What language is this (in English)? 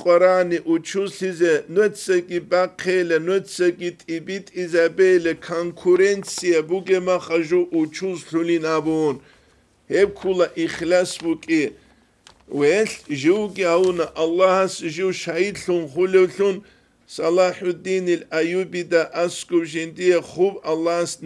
Avaric